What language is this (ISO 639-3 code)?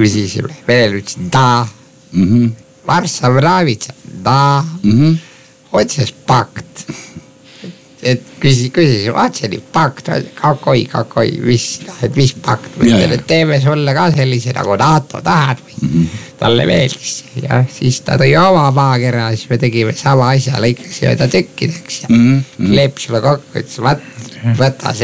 est